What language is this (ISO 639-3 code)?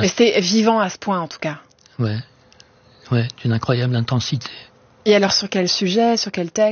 fra